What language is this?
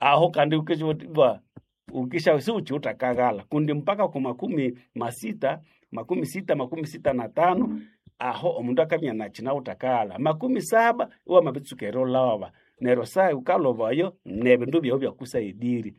Nande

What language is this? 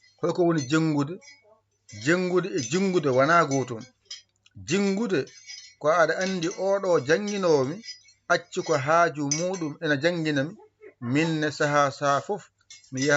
Fula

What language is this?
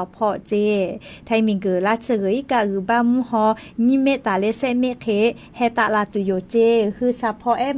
Lahu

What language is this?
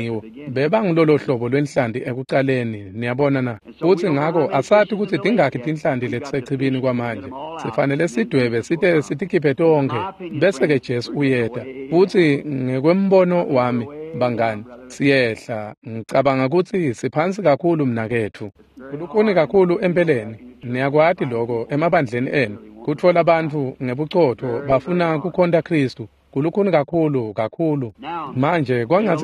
Swati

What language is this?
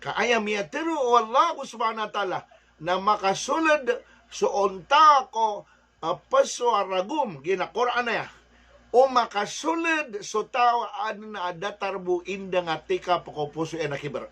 Maranao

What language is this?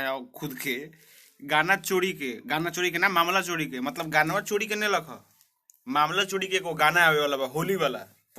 Bhojpuri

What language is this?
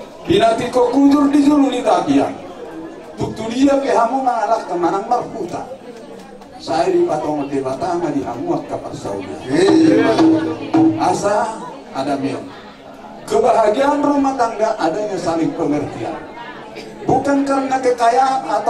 Batak Toba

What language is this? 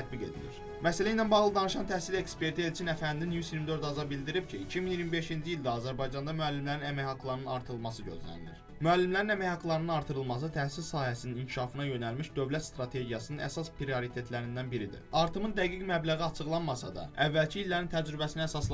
Azerbaijani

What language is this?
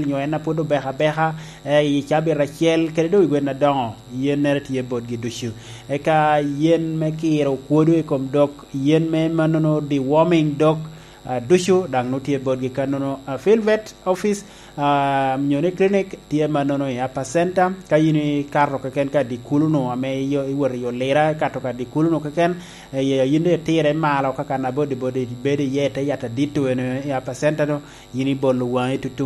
Lango (Uganda)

